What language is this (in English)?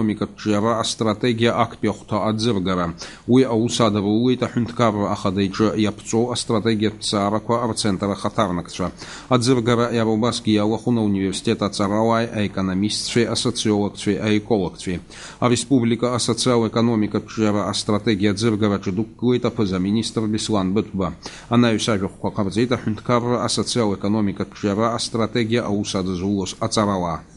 Abkhazian